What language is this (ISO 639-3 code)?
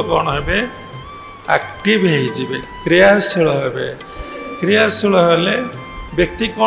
ori